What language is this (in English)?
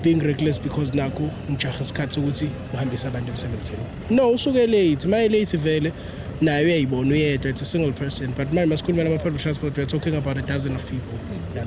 Zulu